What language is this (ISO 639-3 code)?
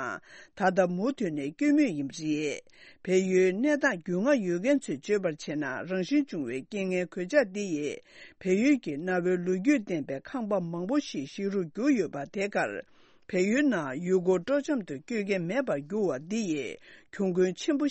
bod